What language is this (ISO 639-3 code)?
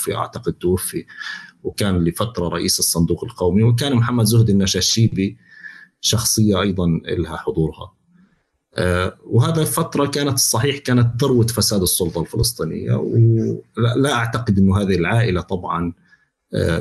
apc